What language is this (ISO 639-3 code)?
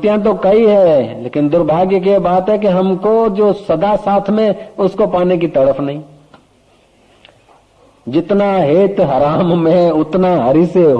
hin